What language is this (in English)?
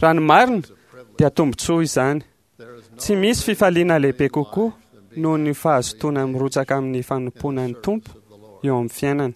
Malagasy